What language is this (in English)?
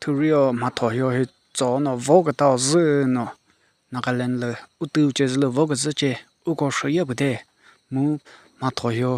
Chokri Naga